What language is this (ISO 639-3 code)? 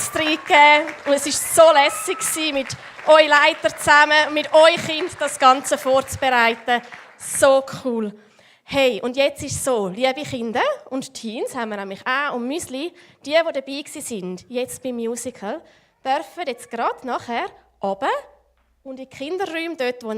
gsw